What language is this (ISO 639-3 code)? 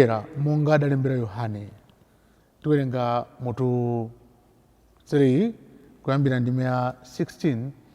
nya